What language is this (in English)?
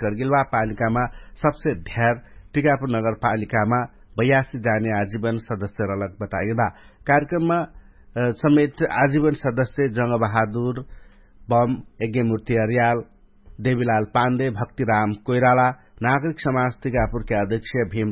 Dangaura Tharu